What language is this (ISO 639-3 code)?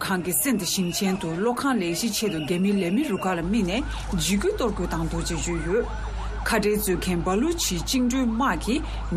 bod